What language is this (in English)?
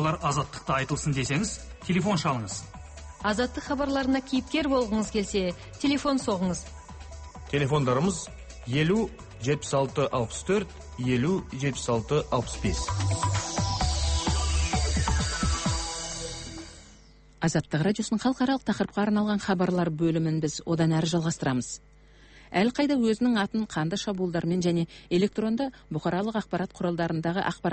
Kazakh